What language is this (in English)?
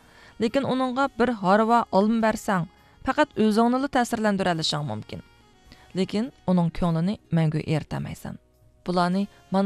Uyghur